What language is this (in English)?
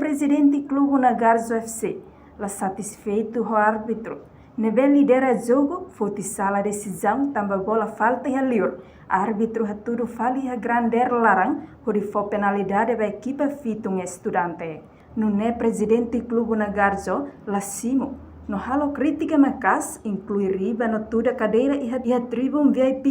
Tetum